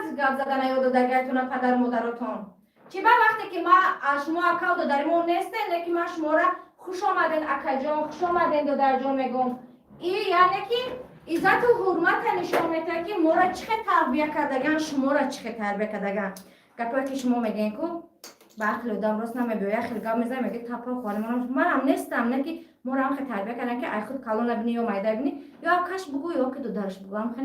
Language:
Tajik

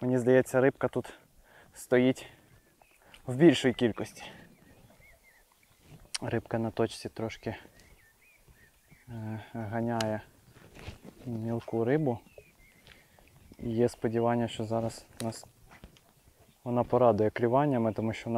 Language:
Ukrainian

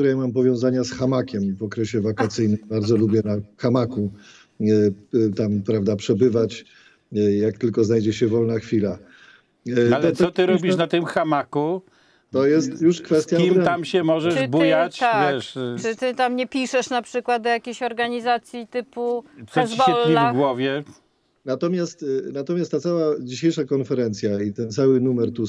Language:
Polish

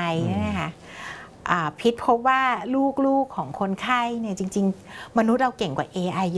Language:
Thai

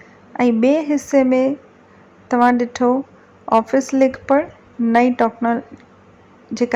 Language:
Sindhi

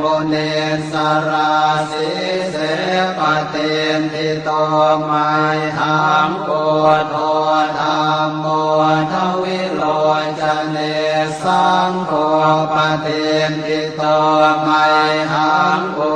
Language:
Pali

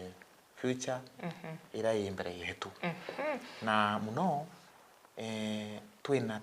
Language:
Meru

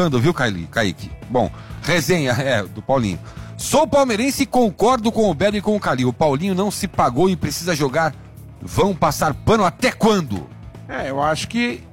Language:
Portuguese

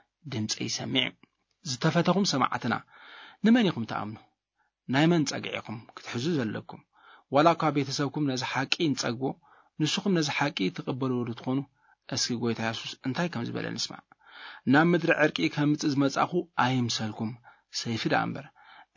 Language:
Tigrinya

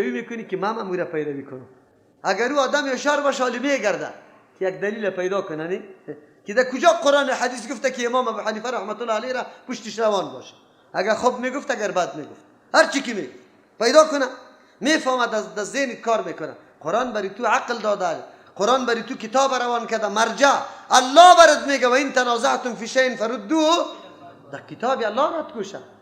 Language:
Persian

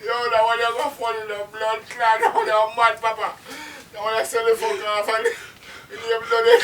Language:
Jamaican Creole English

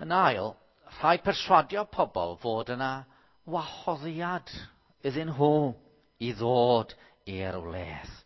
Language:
Welsh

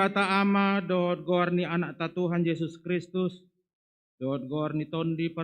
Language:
Batak Toba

